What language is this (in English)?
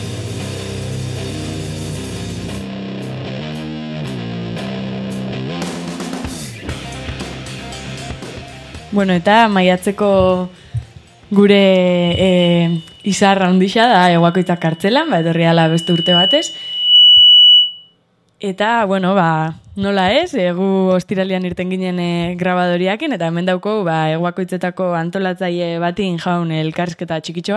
Basque